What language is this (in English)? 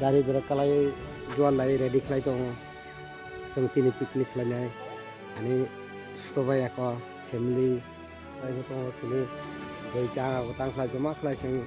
Kok Borok